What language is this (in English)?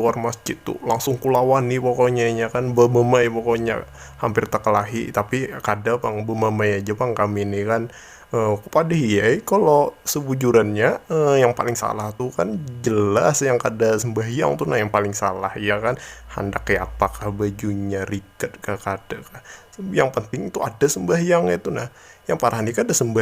Banjar